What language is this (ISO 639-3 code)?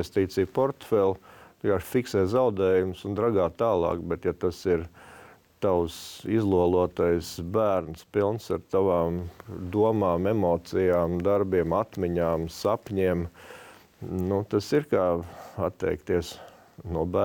lav